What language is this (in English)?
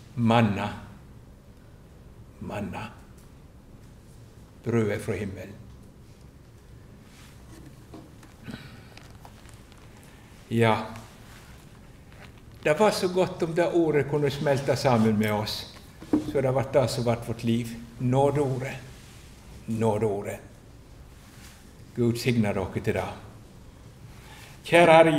Norwegian